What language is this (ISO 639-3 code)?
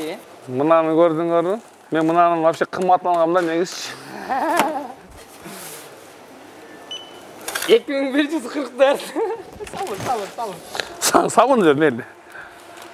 kir